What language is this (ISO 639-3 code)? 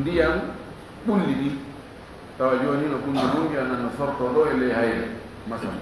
ful